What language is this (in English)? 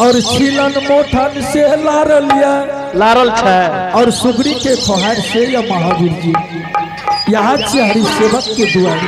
Angika